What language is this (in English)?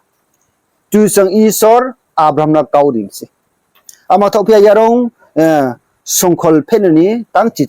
Riang (India)